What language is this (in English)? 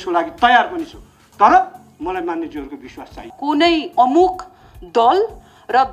Nepali